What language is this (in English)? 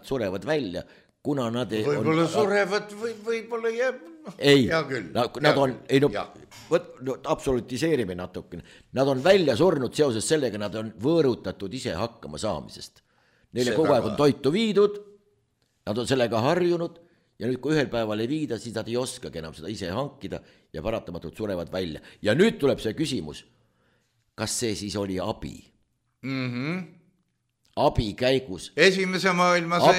Estonian